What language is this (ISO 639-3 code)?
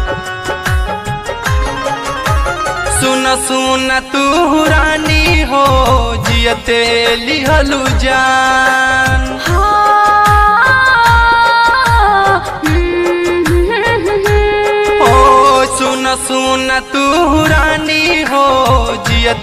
bho